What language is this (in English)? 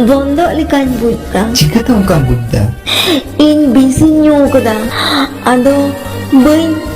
Santali